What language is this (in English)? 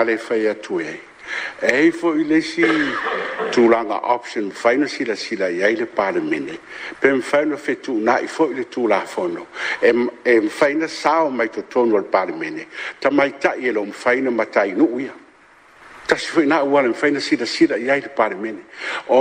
Samoan